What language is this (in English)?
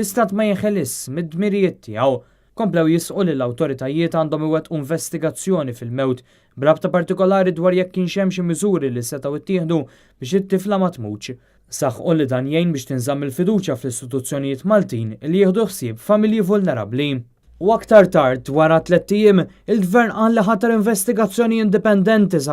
Maltese